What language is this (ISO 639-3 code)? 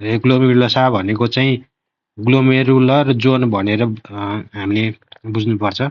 nep